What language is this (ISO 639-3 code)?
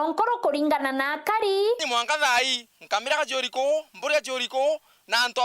mer